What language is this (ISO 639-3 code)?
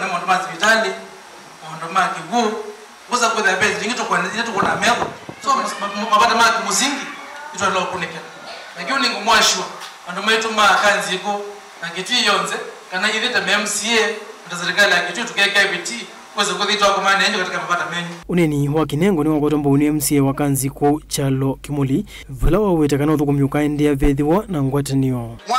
kam